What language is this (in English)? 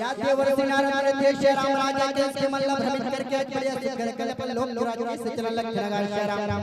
Chhattisgarhi